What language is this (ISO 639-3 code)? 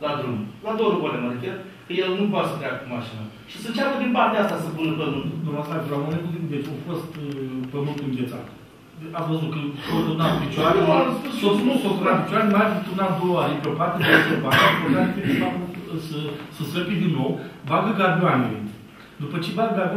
ron